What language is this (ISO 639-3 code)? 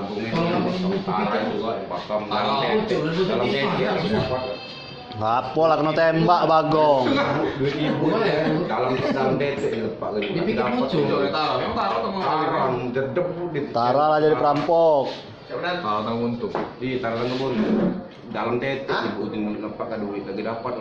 mui